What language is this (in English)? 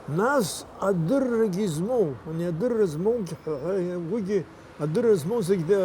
Abkhazian